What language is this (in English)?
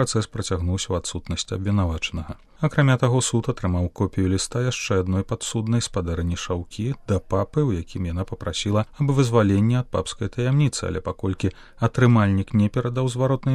Belarusian